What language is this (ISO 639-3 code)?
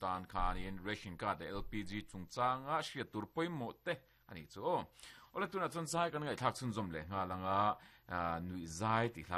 lus